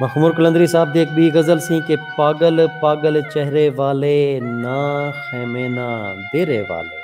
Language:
Saraiki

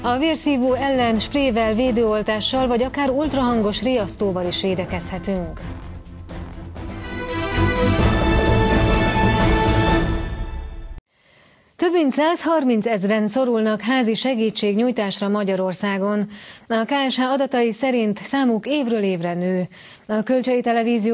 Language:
Hungarian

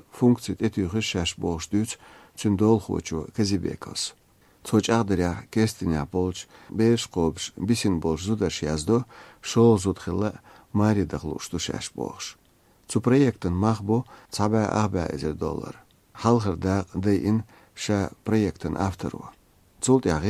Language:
Chechen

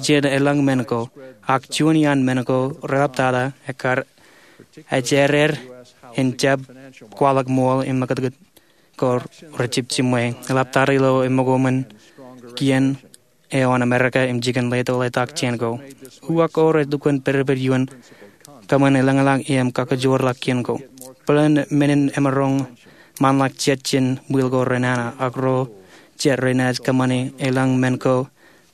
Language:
Marshallese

